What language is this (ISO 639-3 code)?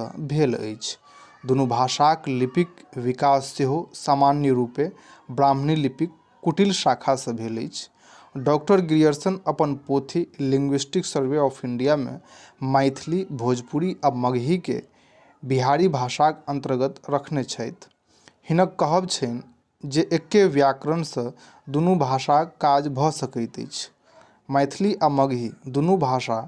mai